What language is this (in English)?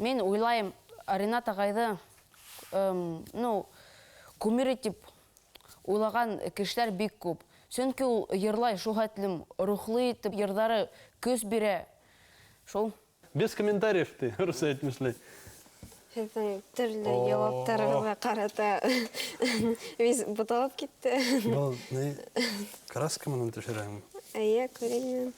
Bashkir